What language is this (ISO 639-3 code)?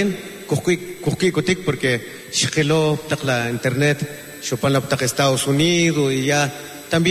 quc